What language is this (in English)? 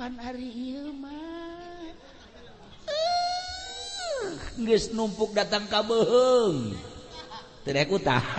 Sundanese